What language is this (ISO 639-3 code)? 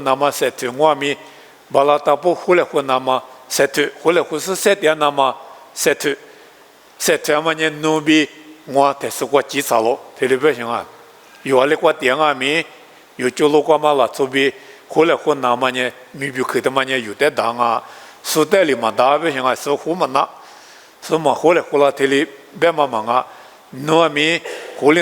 lis